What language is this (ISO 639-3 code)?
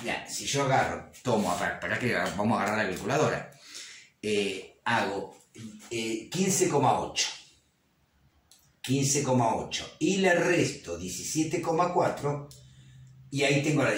spa